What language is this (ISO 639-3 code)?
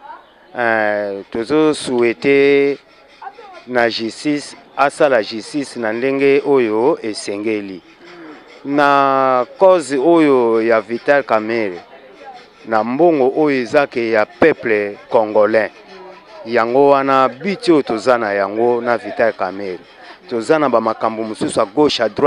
lin